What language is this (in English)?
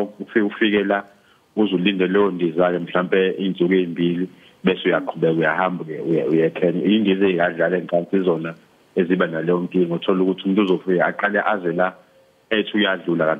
Zulu